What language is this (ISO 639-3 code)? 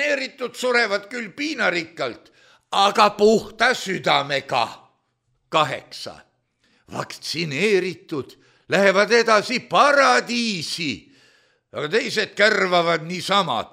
est